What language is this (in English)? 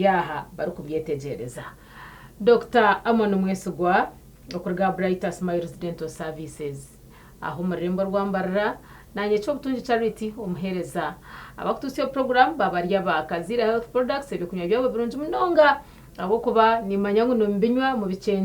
Nyankole